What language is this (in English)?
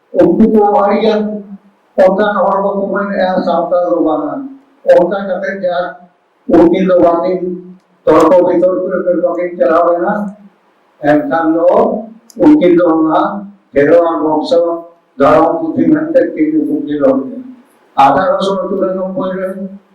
Santali